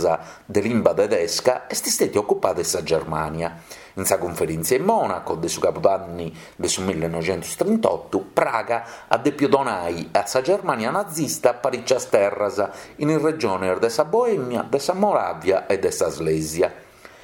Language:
Sardinian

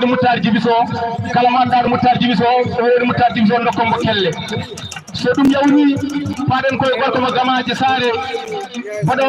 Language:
Fula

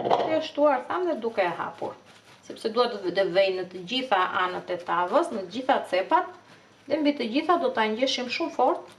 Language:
Albanian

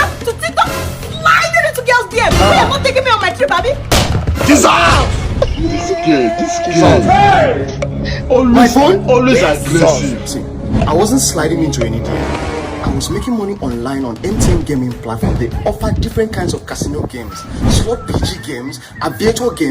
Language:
Nigerian Pidgin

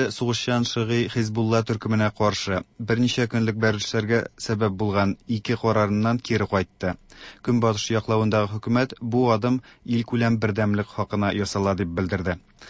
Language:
Tatar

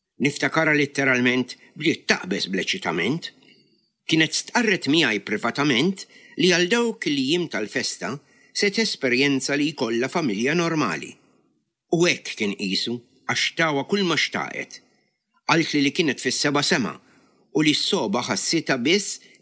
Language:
Maltese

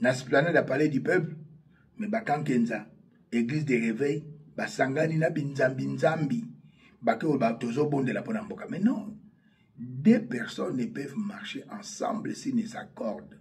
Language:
Lingala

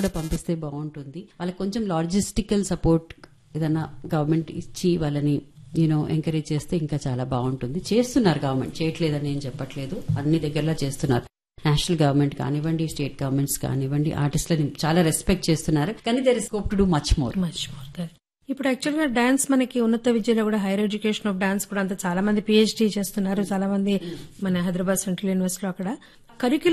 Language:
Telugu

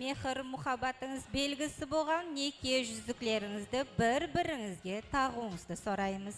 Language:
Kara-Kalpak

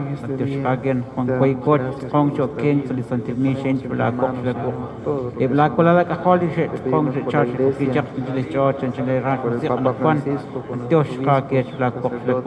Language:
Kekchí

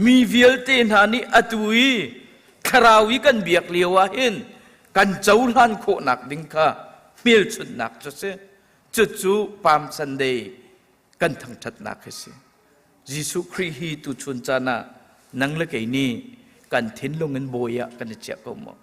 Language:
Hakha Chin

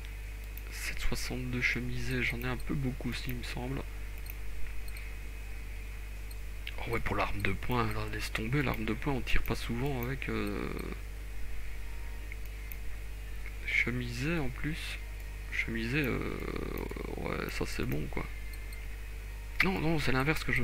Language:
French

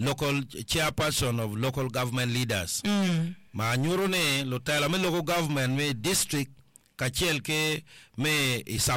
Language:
Acoli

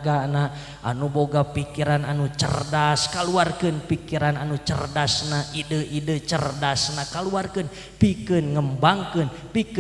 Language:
Sundanese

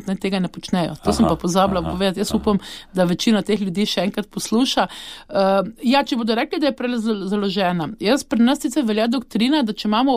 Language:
Slovenian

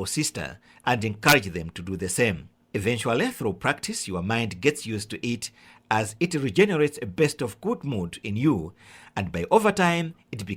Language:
English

